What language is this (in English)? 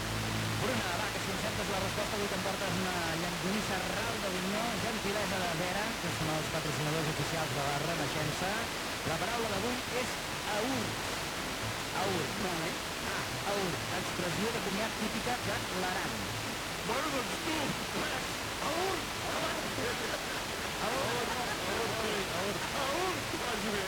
Catalan